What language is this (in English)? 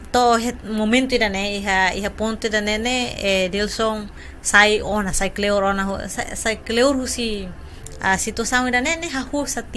Tetum